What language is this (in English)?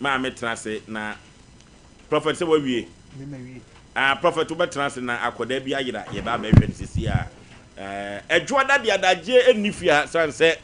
Akan